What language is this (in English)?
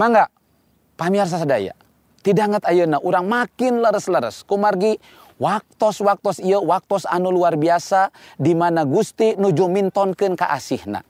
Sundanese